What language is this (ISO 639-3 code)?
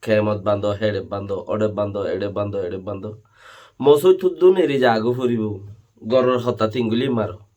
rhg